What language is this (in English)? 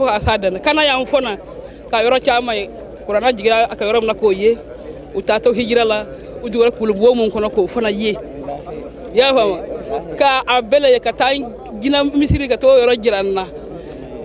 Bambara